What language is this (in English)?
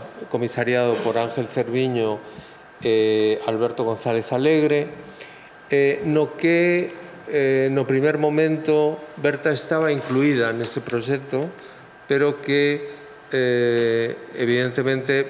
Galician